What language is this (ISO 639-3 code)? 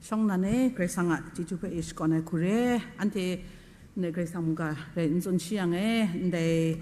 kac